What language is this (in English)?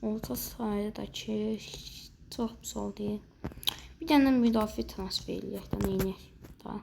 Azerbaijani